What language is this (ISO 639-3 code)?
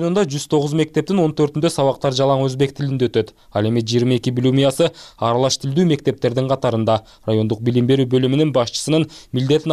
kir